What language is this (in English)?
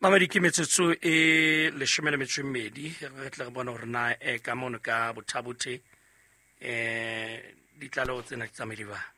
Southern Sotho